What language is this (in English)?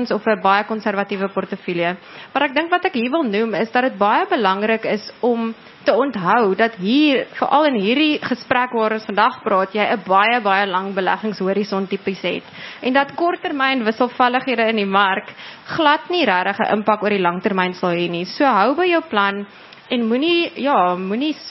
Afrikaans